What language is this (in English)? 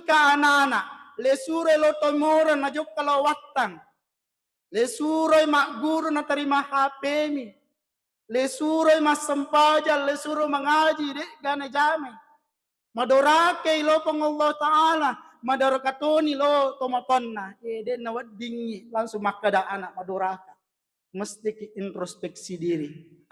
Buginese